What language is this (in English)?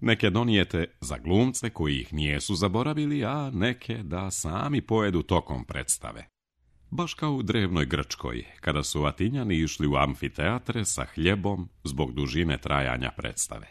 Serbian